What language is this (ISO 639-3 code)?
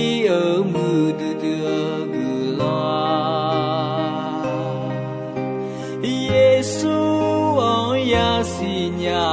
ahk